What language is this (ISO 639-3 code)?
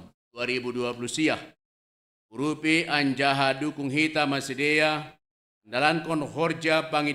bts